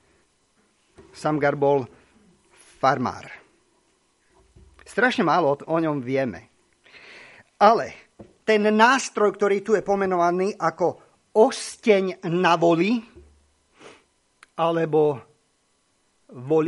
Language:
Slovak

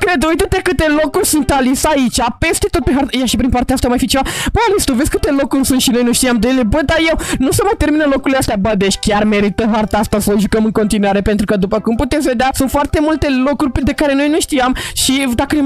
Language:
Romanian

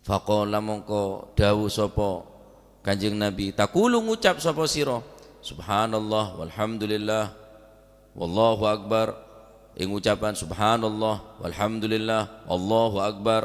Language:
Madurese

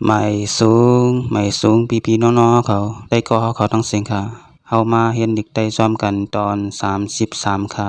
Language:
Shan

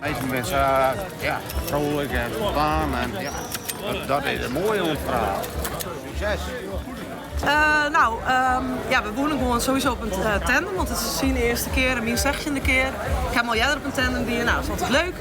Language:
Western Frisian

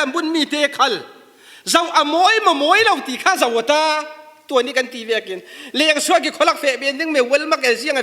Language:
Falam Chin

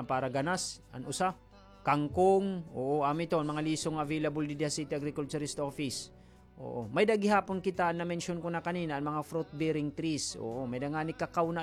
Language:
Waray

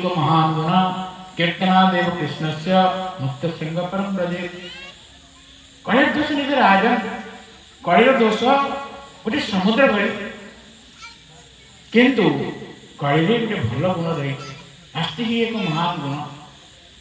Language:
Odia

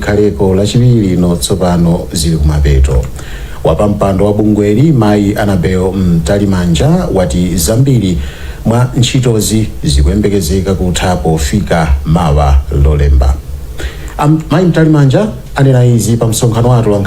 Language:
Nyanja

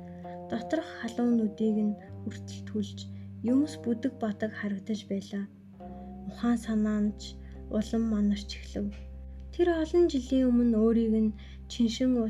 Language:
Mongolian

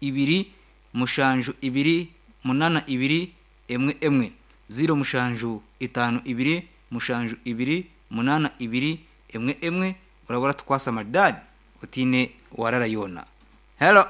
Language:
Nyankole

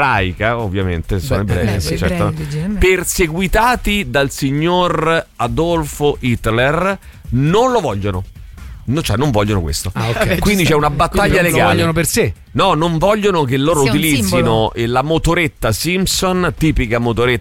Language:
Italian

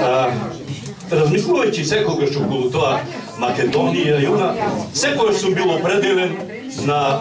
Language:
Macedonian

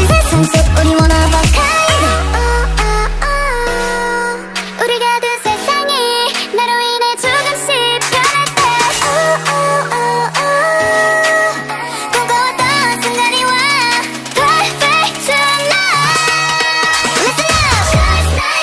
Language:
Korean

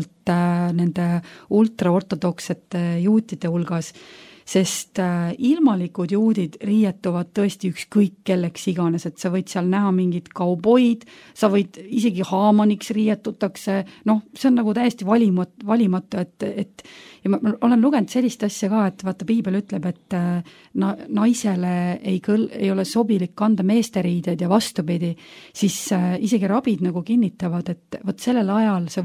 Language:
Estonian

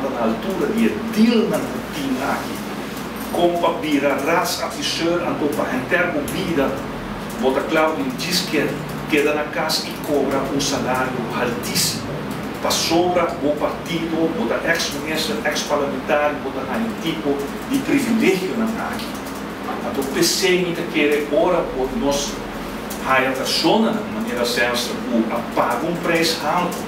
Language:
Papiamento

